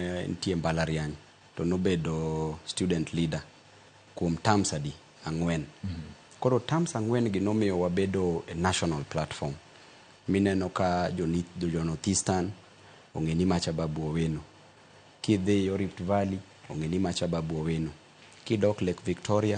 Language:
Luo (Kenya and Tanzania)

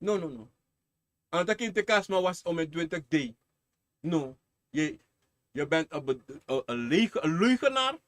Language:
Sranan Tongo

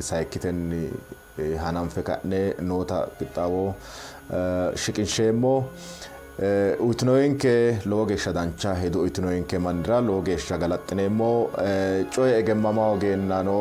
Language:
Sidamo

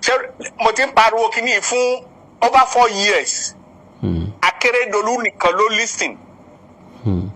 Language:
Yoruba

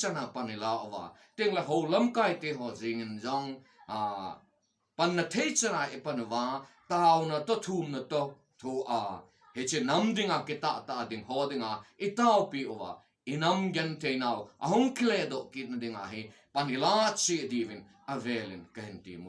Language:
Thado Chin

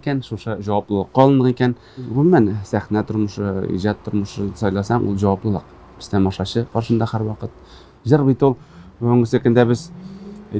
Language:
Tatar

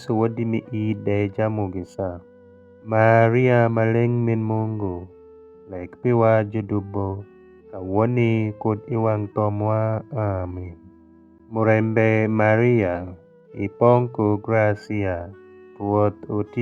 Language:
Alur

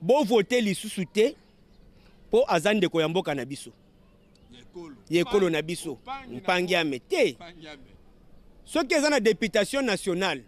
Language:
Lingala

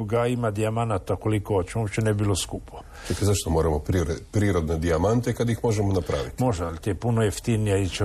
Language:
Croatian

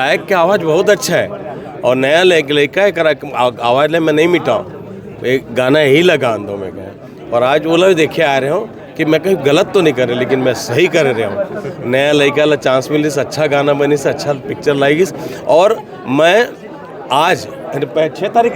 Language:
Chhattisgarhi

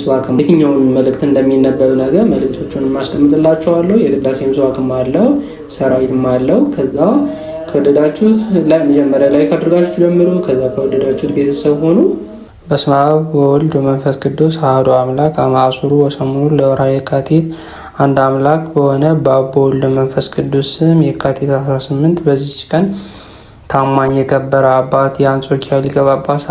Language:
Amharic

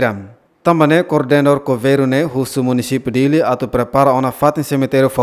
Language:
Tetum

